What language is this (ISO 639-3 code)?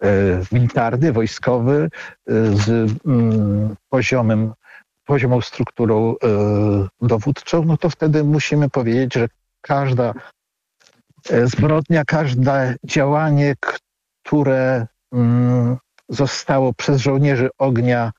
pol